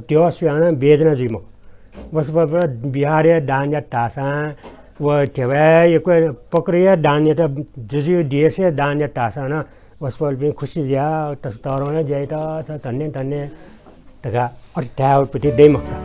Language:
Newari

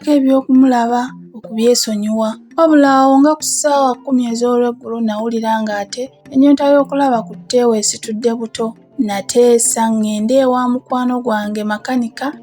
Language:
Ganda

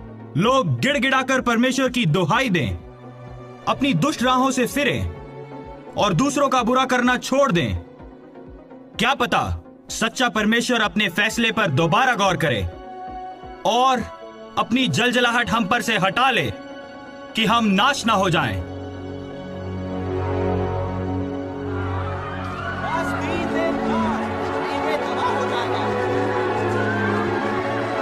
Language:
Hindi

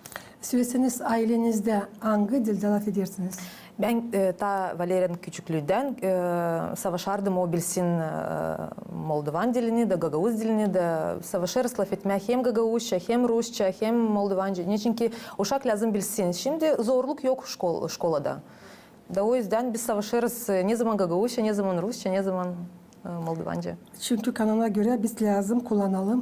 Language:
Gagauz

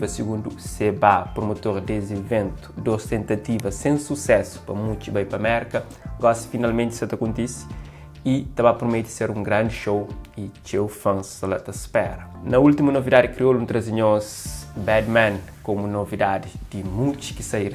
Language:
Kabuverdianu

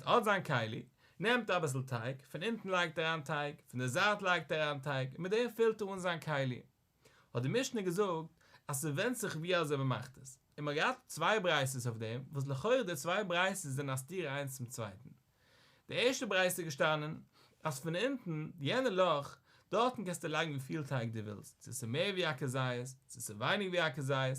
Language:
Yiddish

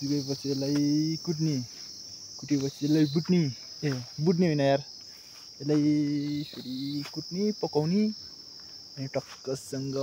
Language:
Nepali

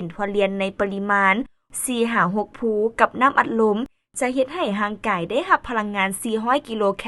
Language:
Lao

